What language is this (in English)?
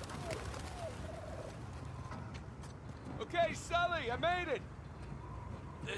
English